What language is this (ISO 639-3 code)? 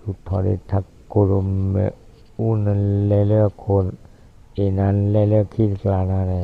ksw